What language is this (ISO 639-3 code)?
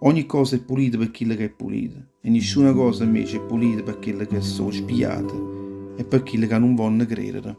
nap